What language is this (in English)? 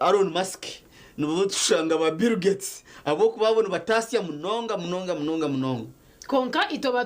Nyankole